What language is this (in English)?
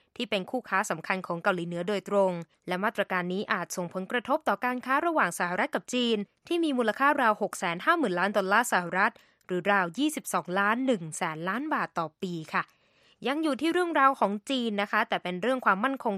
Thai